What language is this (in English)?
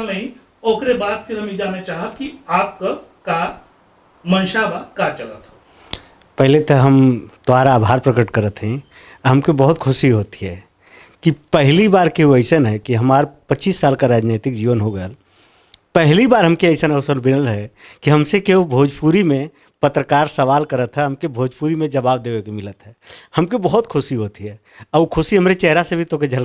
Bhojpuri